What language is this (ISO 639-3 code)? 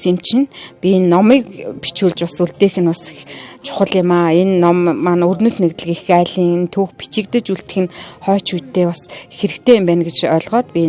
mon